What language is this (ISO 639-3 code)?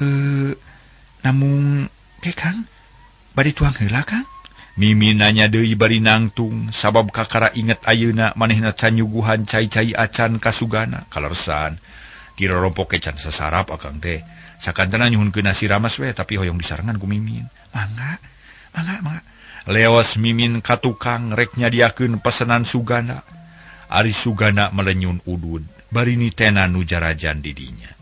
sun